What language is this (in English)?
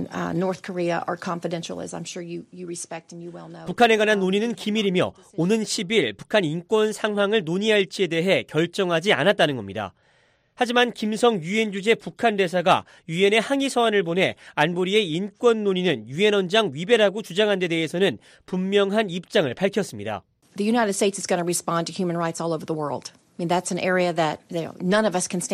Korean